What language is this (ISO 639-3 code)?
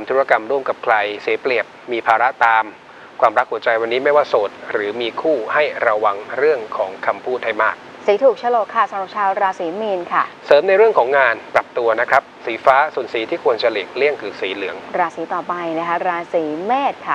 tha